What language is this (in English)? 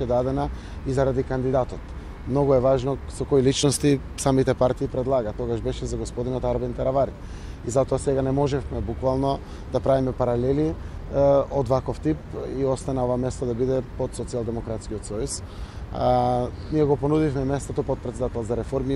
Macedonian